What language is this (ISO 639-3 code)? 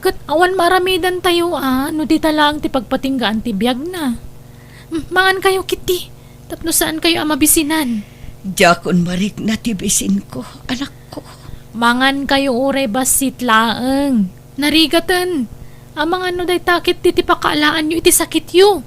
ilo